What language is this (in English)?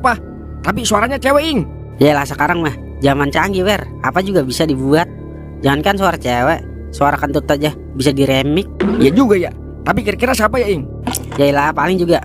Betawi